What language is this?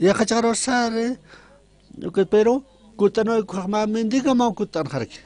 Aymara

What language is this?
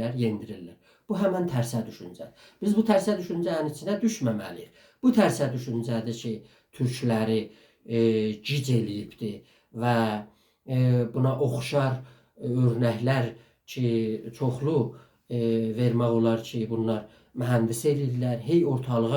South Azerbaijani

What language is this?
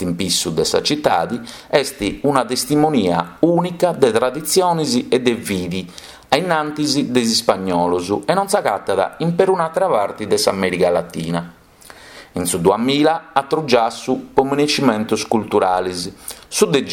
Sardinian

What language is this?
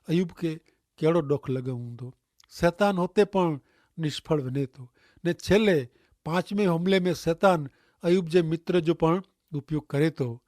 Kachhi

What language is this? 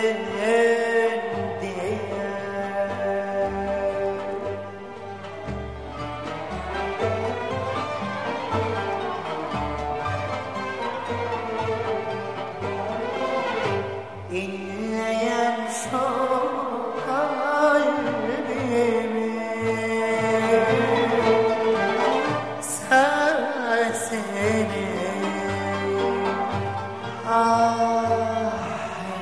Turkish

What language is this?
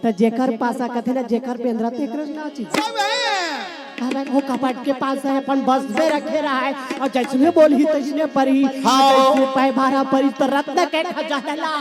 Chhattisgarhi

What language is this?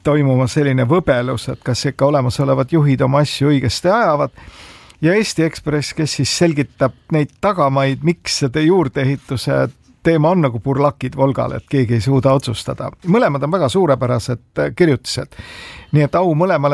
Estonian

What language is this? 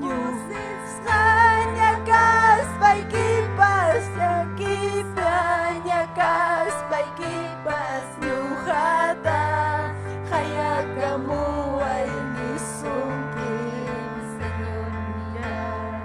Ayacucho Quechua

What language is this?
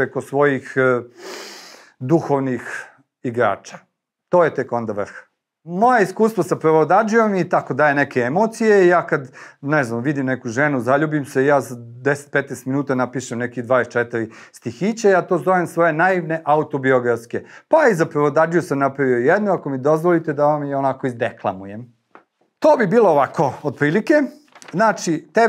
Serbian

